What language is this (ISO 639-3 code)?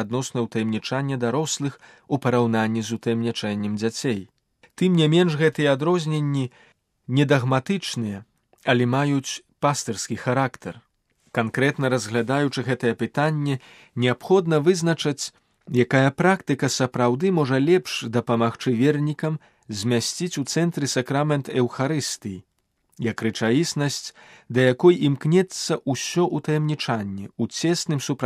bel